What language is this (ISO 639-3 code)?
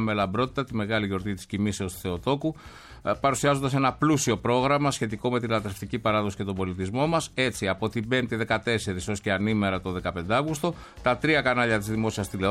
ell